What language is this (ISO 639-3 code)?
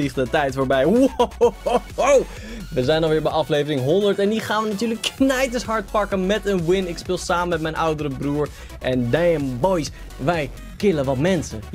nld